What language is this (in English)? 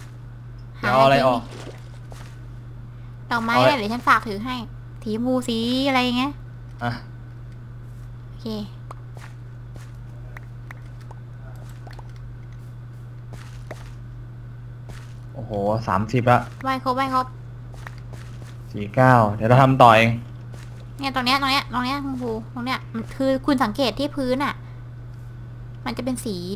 Thai